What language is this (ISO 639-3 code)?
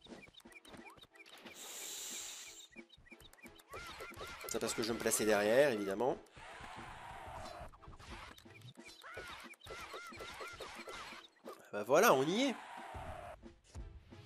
fra